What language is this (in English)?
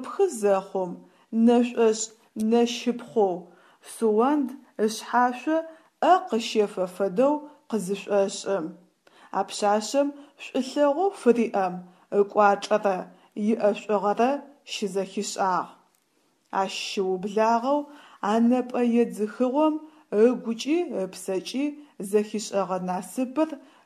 Adyghe